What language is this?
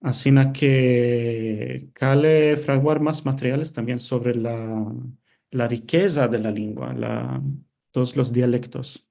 Ladino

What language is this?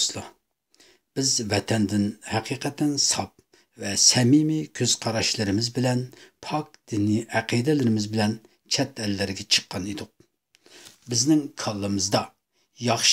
Uyghur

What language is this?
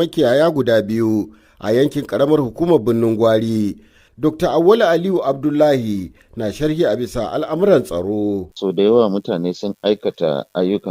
Hausa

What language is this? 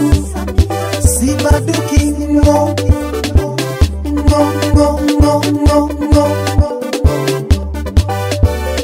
Swahili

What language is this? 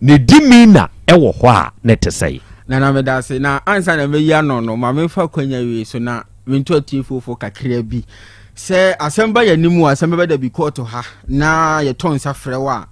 Akan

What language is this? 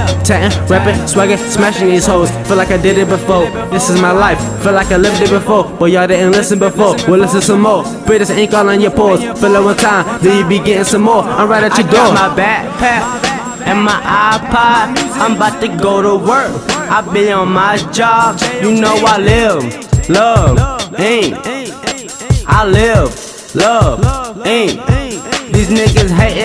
English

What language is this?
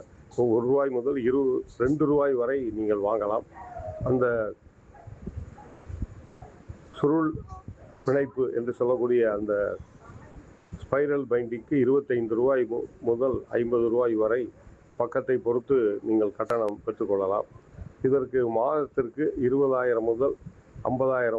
Tamil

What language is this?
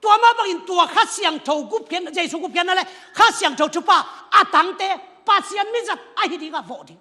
Tedim Chin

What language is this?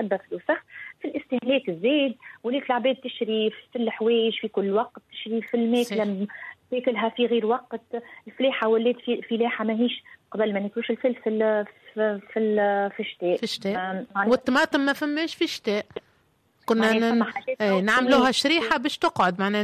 Tunisian Arabic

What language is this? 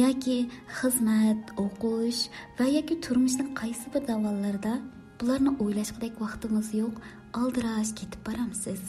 Uyghur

